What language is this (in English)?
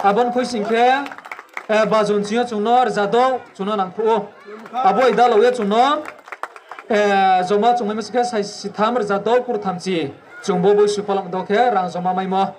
Riang (India)